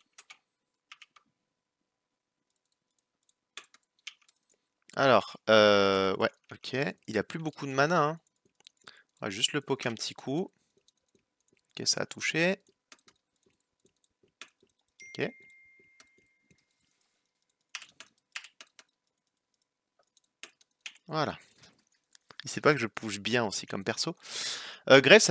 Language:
French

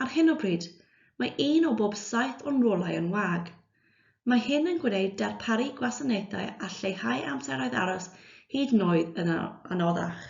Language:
Welsh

